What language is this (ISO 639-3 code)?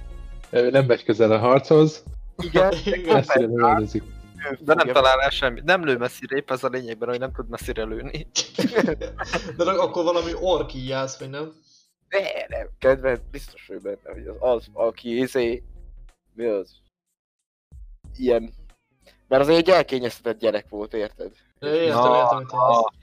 hun